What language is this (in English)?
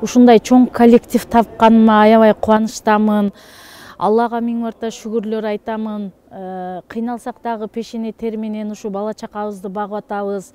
Kyrgyz